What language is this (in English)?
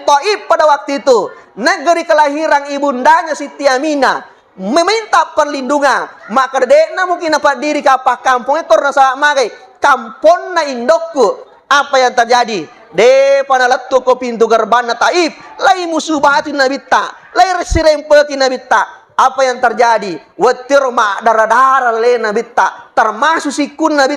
Buginese